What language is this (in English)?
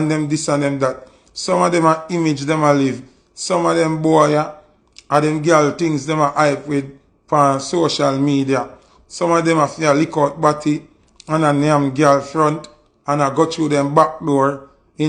Jamaican Creole English